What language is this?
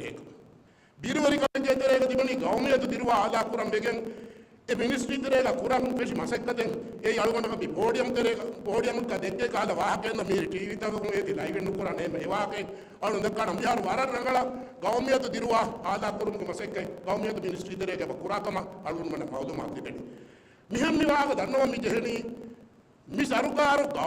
Divehi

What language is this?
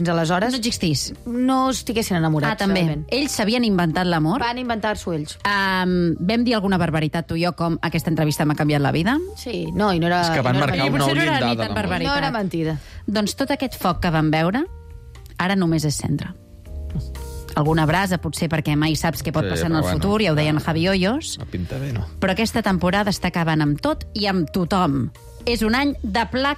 Catalan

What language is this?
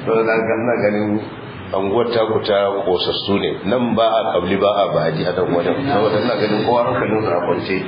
Hausa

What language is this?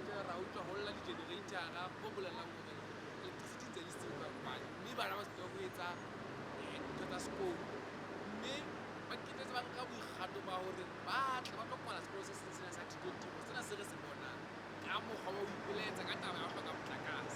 Southern Sotho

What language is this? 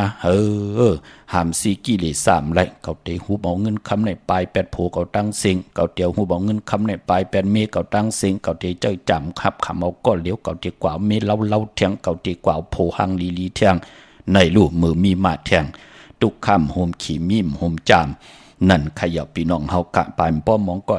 Shan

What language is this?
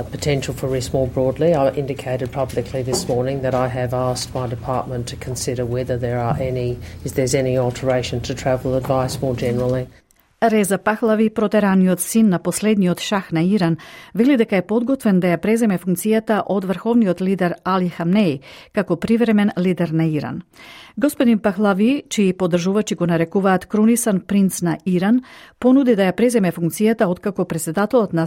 Macedonian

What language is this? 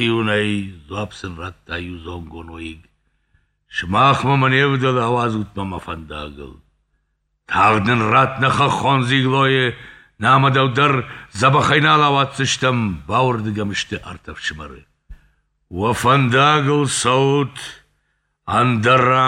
Ossetic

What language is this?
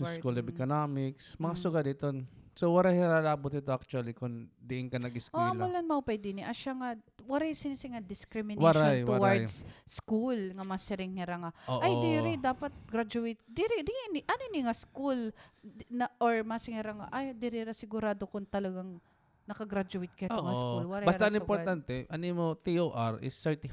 Waray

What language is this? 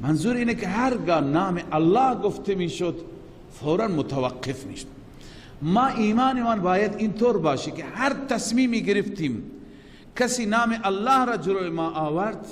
Persian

